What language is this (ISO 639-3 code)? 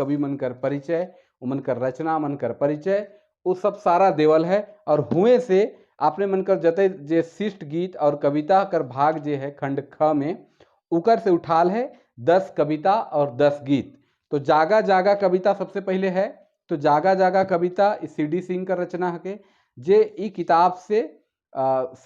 sck